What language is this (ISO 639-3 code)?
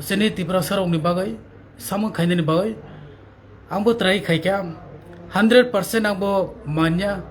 trp